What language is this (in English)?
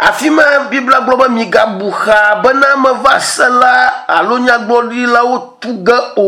Ewe